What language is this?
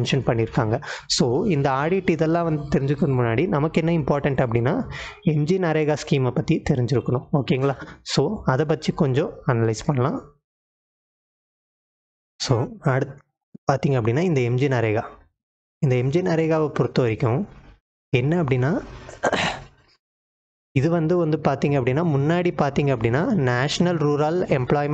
Tamil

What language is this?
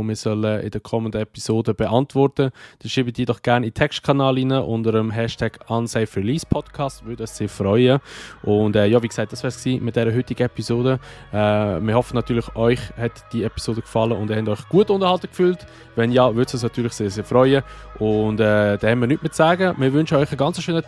Swiss German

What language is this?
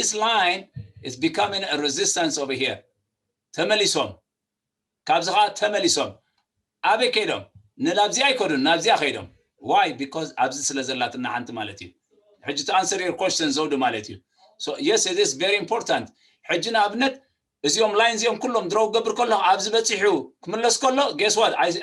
Tigrinya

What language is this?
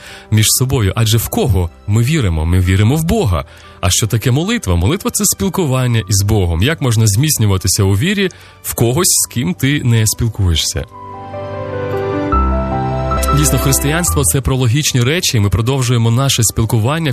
Ukrainian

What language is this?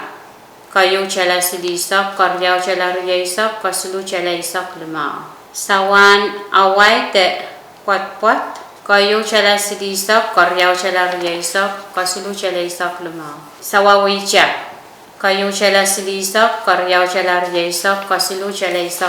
Pohnpeian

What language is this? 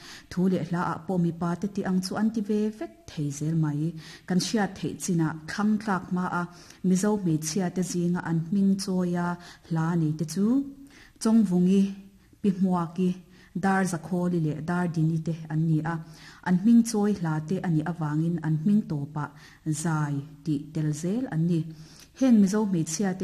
Mizo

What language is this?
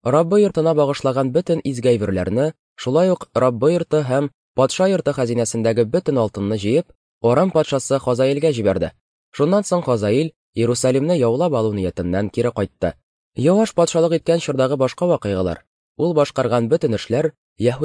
Tatar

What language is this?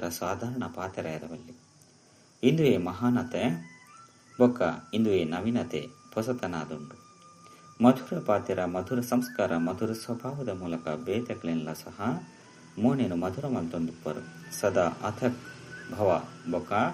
Tulu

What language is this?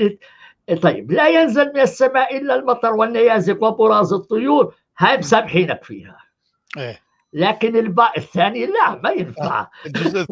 North Levantine Arabic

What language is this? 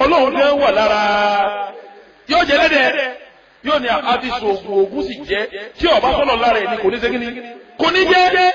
Yoruba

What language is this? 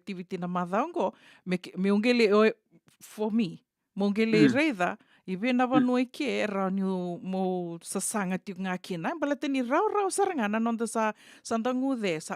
Fijian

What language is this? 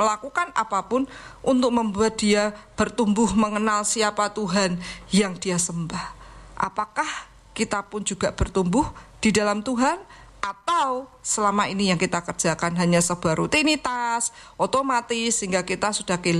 Indonesian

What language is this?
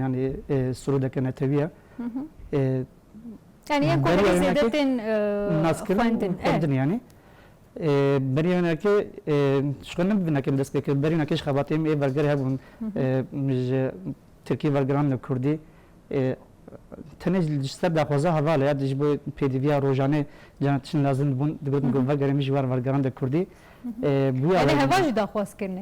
Kurdish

